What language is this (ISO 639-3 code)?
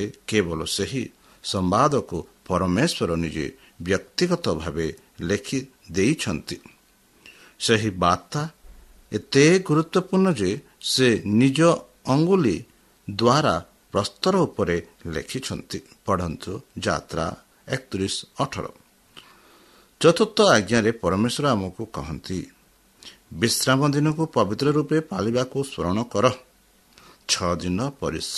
ori